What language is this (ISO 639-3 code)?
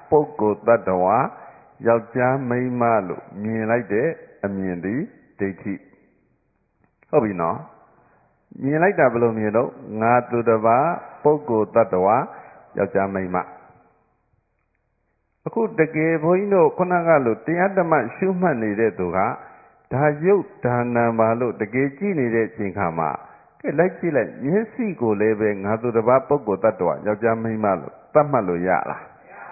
mya